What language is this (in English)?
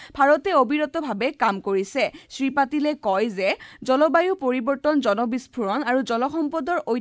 Assamese